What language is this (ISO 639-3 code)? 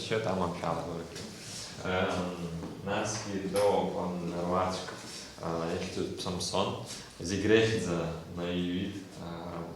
abk